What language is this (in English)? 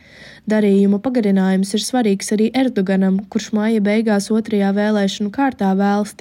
Latvian